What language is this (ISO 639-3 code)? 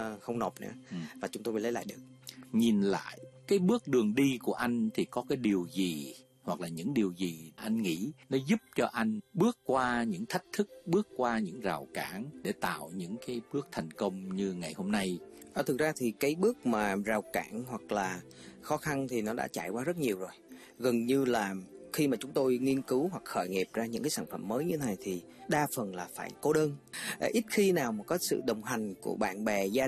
vie